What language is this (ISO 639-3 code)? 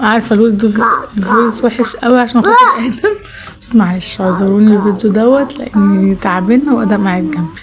arz